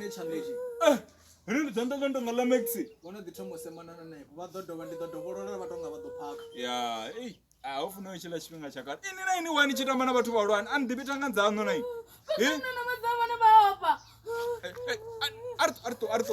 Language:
Venda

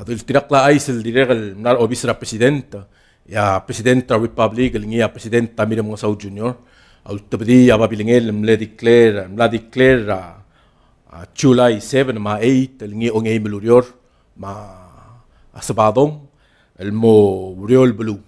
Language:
Palauan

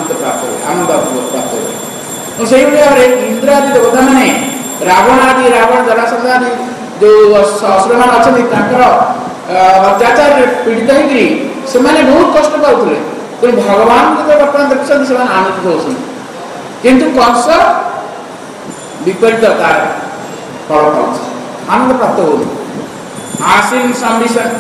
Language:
Odia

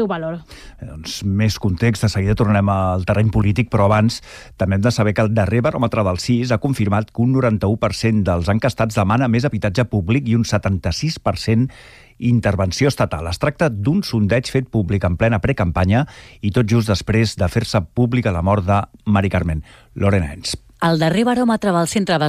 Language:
Catalan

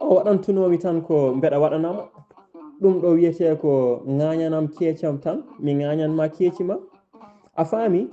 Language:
Fula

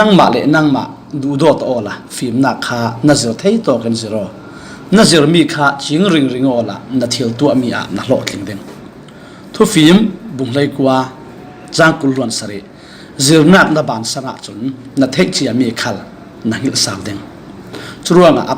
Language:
Falam Chin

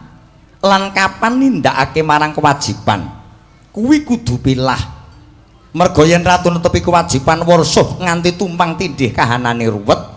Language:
Javanese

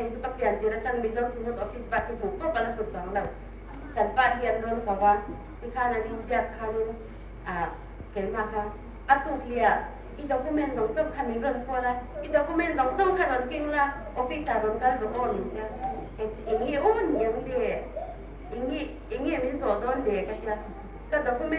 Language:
Hmar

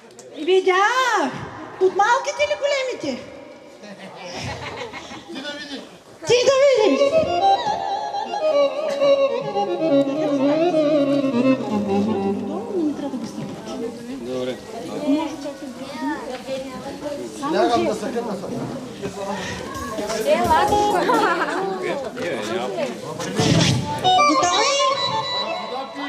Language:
Bulgarian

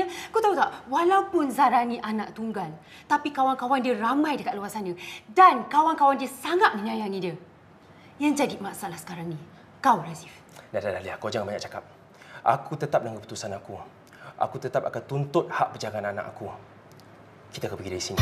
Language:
Malay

